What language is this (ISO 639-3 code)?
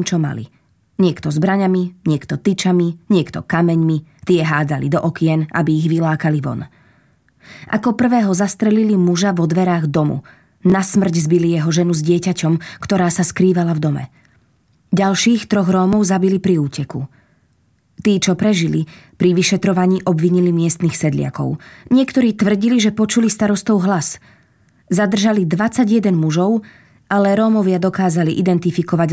slk